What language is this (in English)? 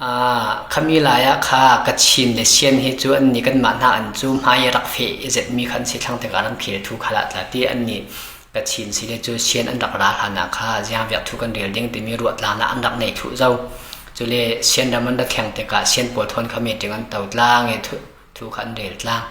Falam Chin